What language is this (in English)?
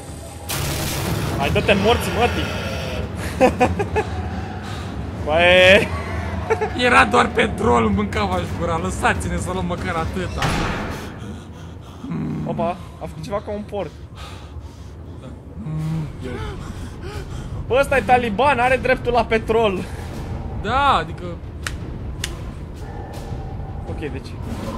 Romanian